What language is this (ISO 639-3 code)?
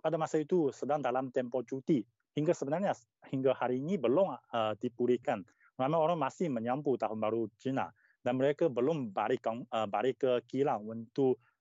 msa